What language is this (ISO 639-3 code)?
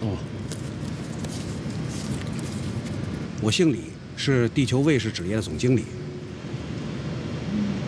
zho